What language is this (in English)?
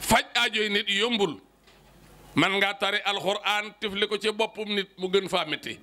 Wolof